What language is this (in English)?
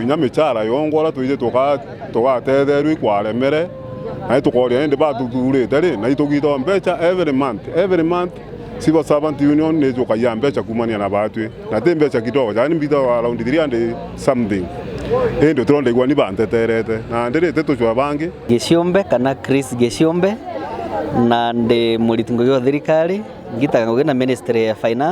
Meru